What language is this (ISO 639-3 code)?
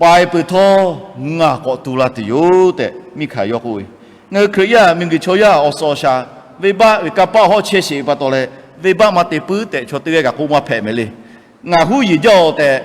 lhu